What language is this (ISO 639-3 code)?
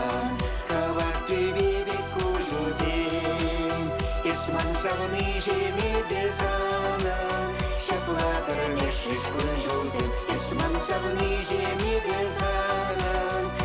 chv